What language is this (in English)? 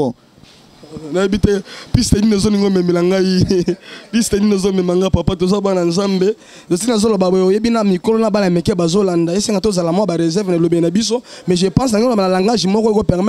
Lingala